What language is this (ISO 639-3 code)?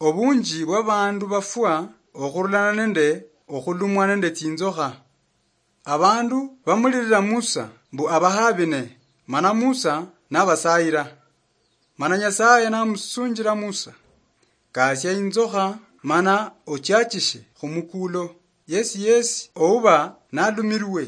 luy